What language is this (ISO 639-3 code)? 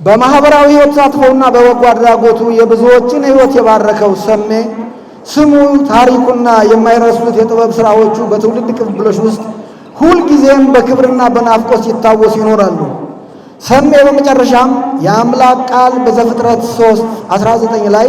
amh